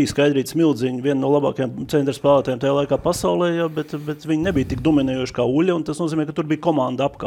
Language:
Latvian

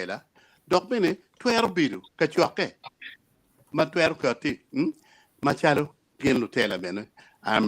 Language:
Acoli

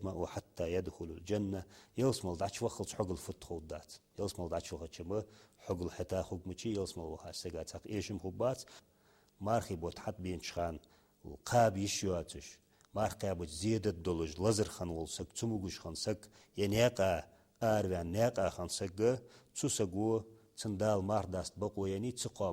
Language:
Ingush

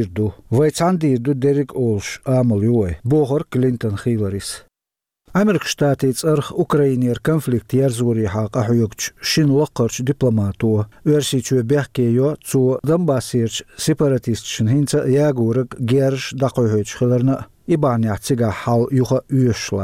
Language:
Chechen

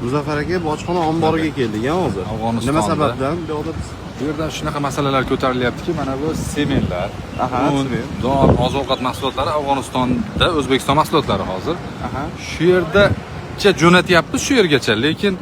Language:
Uzbek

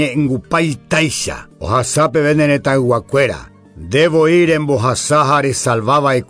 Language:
Guarani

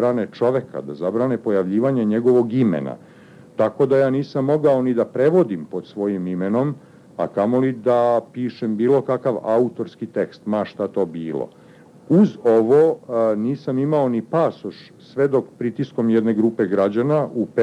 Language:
Serbian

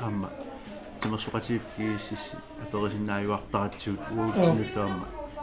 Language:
Kalaallisut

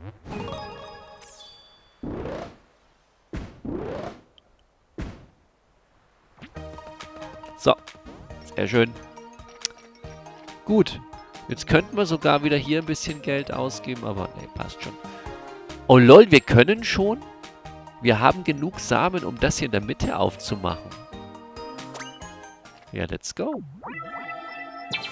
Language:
German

